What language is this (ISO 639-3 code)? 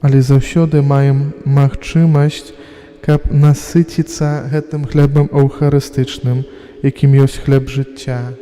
bel